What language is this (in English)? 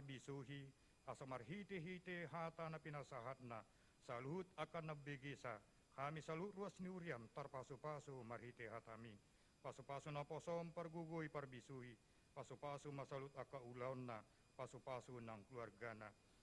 Batak Toba